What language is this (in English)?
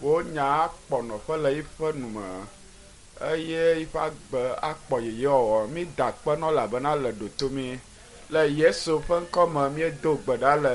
Ewe